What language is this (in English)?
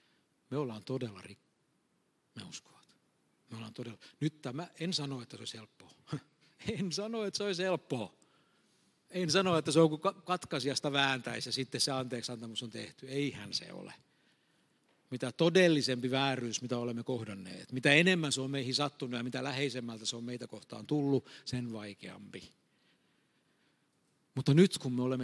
Finnish